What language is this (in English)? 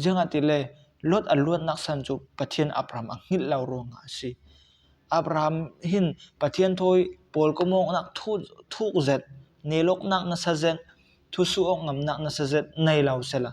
Falam Chin